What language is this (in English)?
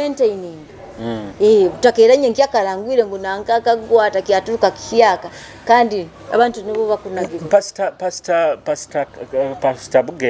Nyoro